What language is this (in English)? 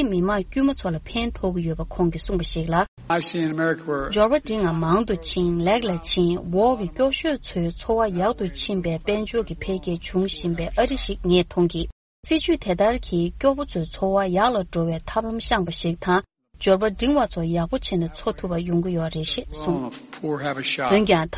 Tibetan